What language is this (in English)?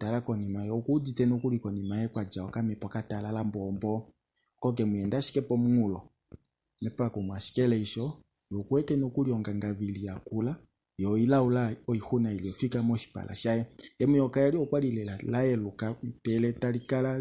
Kuanyama